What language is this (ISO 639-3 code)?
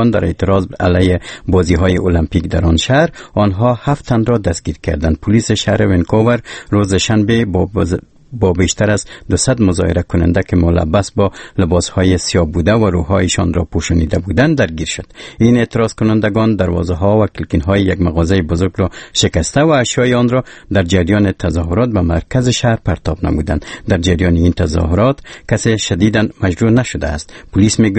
fas